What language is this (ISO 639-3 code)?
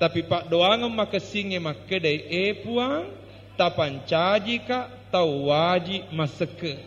bug